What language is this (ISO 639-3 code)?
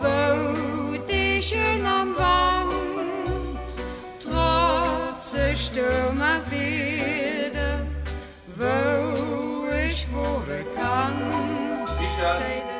ltz